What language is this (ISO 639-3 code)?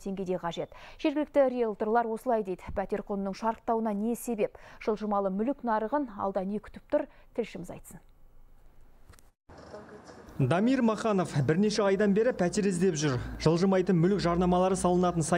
kaz